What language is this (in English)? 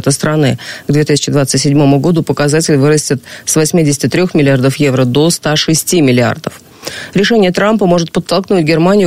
Russian